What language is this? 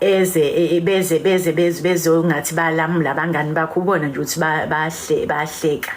Zulu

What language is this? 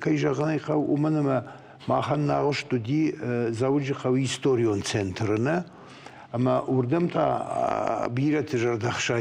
Ossetic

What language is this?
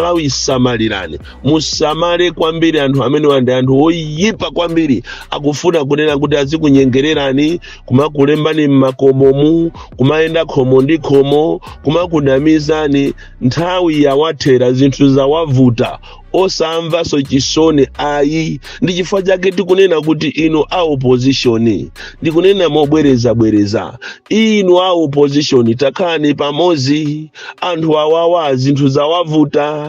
Nyanja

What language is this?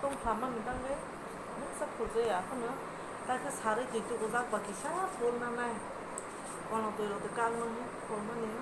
Kok Borok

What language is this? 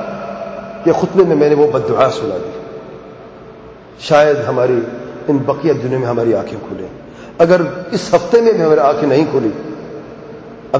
Urdu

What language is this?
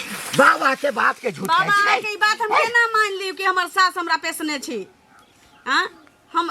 Maithili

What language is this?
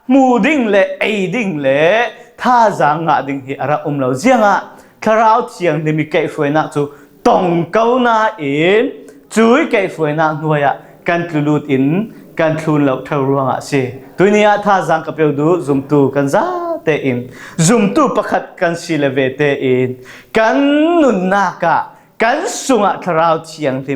Falam Chin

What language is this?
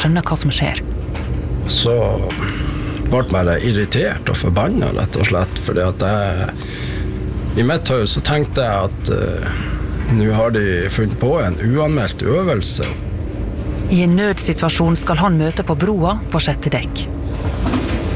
Norwegian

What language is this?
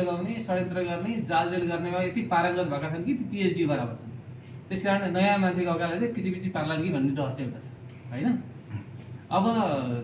Nepali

